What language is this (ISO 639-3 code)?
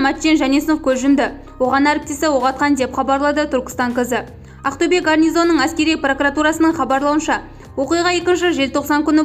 kaz